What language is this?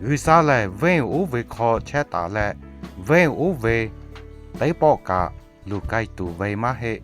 Lahu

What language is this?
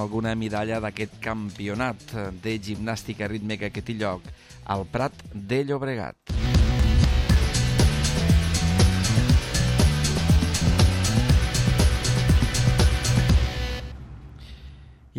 Catalan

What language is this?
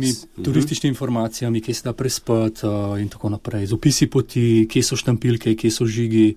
Slovenian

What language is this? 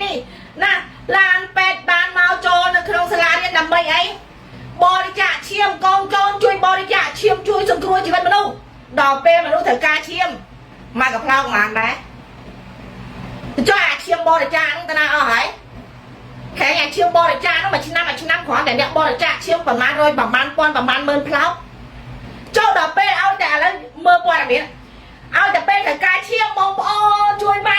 Khmer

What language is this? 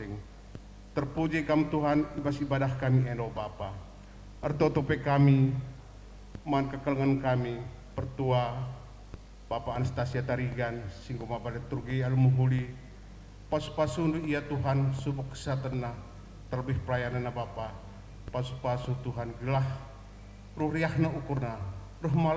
Batak Karo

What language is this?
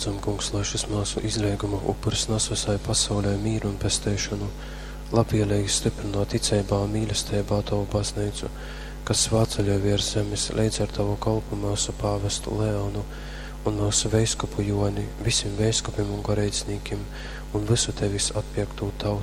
Latgalian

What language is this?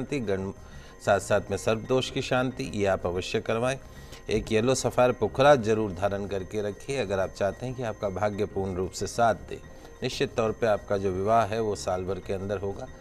Hindi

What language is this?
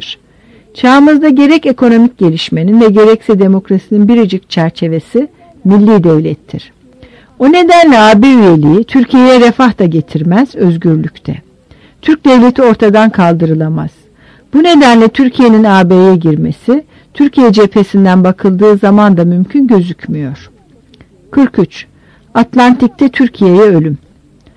Turkish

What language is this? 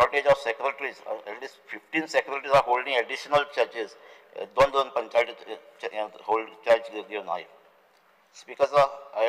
Konkani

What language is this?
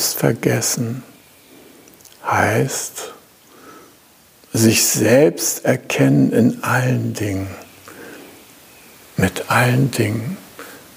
German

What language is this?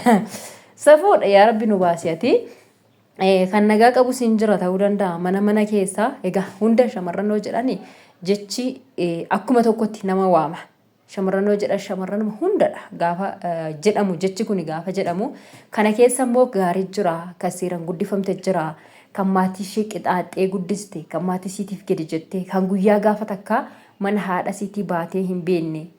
Oromo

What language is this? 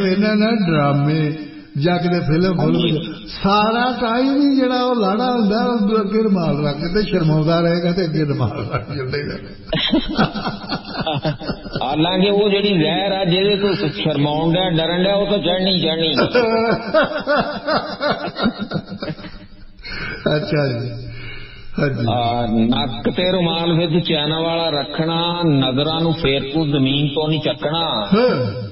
Punjabi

